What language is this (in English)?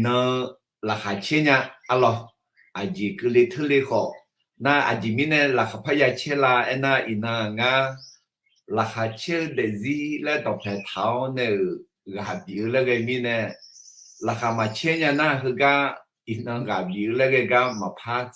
Akha